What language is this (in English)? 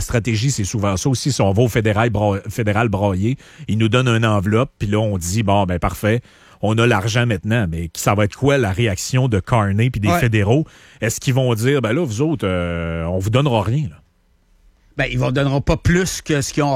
French